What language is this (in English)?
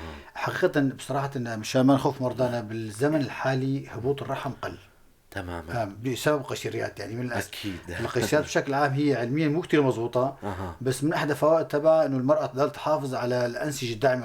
North Levantine Arabic